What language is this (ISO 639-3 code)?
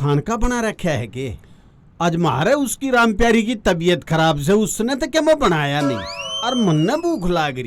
bgc